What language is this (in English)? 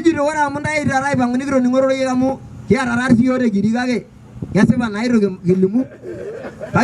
Masai